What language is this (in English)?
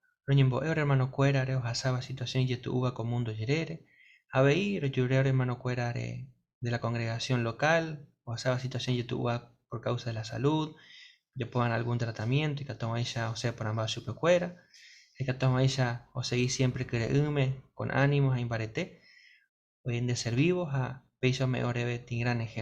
Guarani